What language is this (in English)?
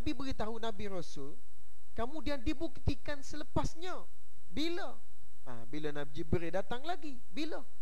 Malay